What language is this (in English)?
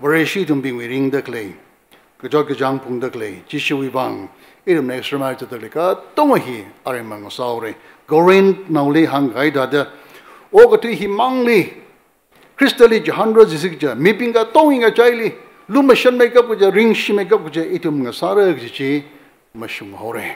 Tangkhul Naga (India)